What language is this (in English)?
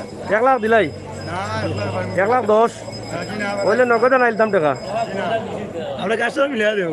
Sylheti